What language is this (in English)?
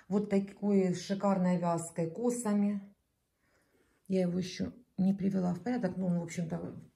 Russian